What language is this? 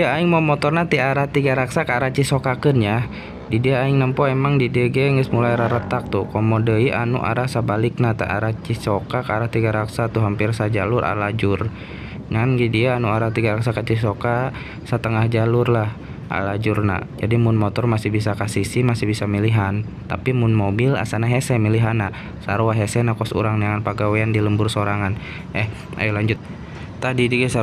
Sundanese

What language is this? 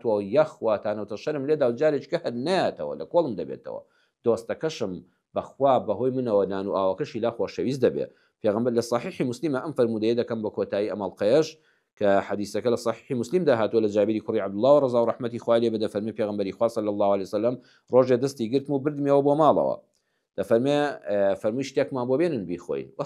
Central Kurdish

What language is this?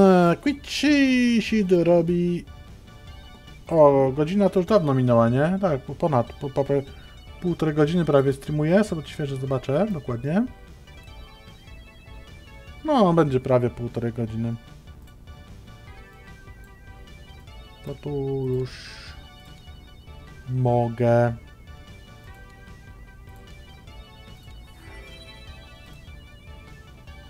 Polish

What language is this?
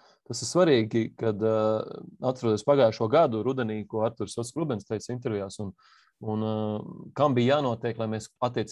Latvian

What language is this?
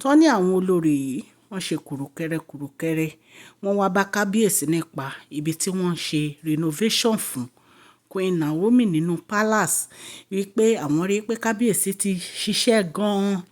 Yoruba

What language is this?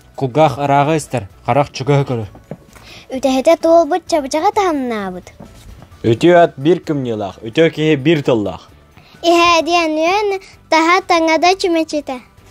Yakut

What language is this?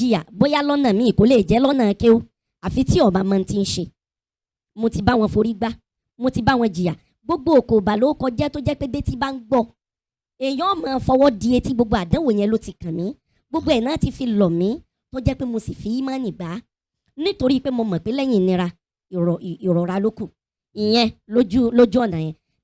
Yoruba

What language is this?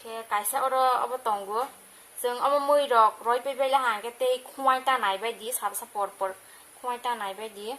Kok Borok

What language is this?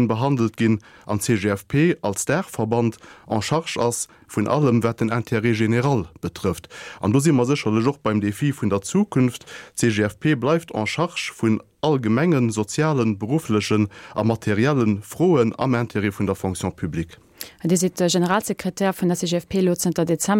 Luxembourgish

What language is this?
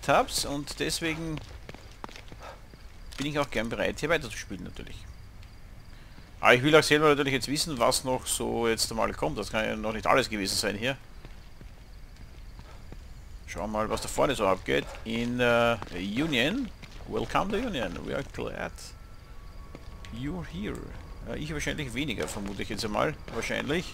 German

